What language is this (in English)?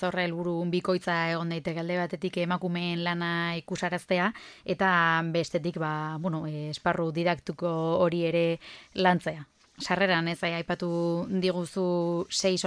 Basque